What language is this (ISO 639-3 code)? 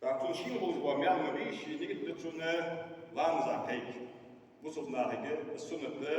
inh